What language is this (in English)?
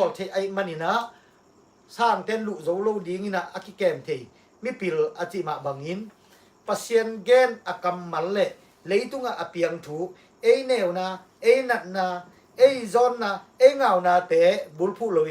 Tedim Chin